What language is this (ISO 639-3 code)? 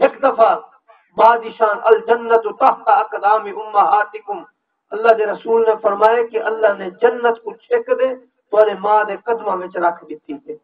skr